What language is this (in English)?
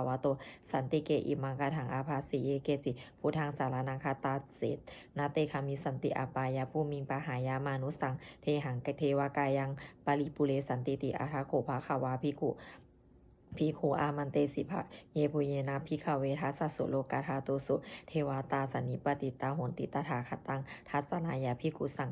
Pali